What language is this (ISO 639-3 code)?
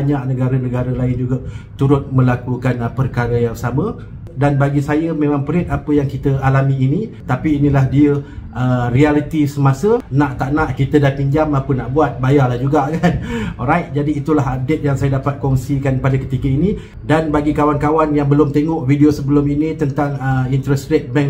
msa